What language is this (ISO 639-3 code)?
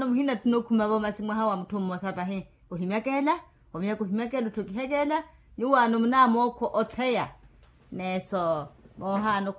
vmw